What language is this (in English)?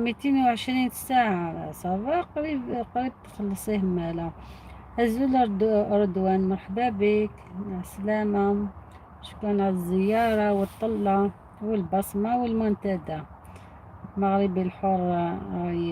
Algerian Arabic